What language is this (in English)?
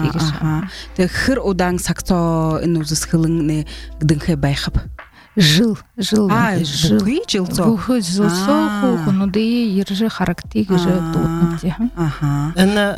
Buriat